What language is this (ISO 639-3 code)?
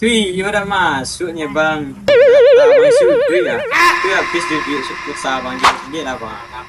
min